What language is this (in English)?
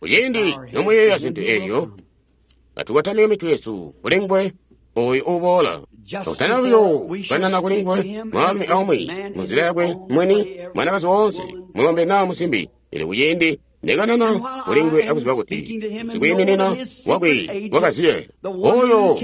Tonga (Zambia)